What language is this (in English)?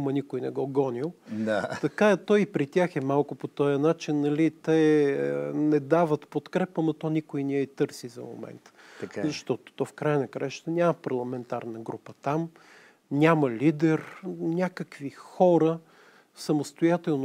Bulgarian